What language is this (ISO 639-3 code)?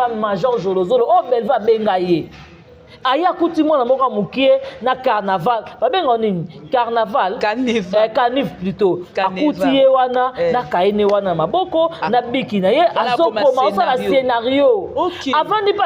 lin